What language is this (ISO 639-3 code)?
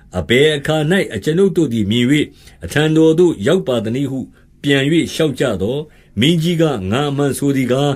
mya